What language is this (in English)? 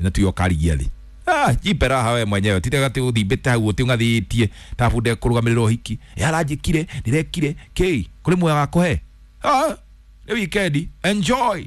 Kikuyu